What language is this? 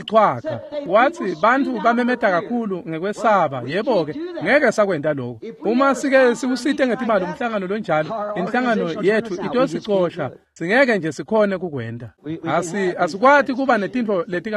Swati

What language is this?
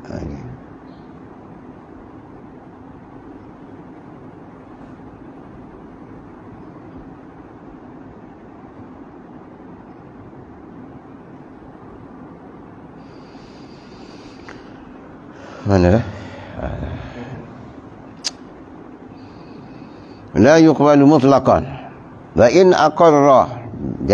Malay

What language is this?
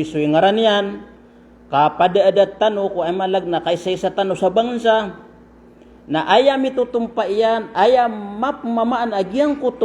Maranao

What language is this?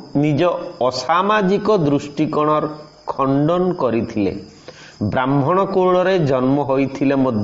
Odia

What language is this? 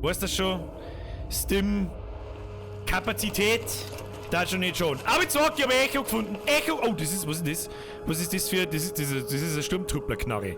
Bavarian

